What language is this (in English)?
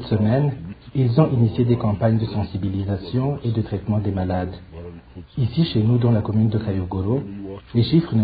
French